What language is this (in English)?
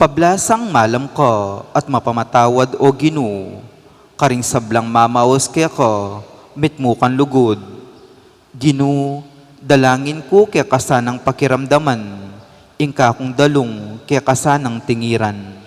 Pampanga